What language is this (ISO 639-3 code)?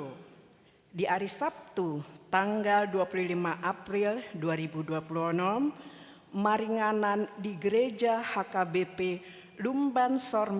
bbc